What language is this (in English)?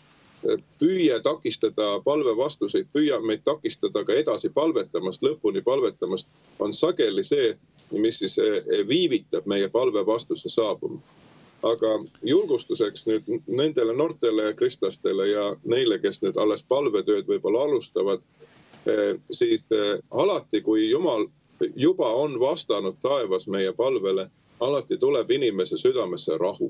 Estonian